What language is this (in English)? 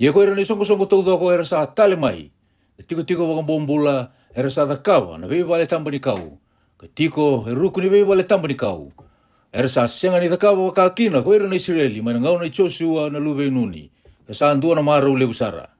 Fijian